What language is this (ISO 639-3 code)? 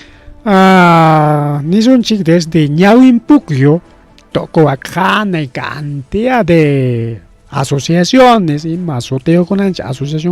quy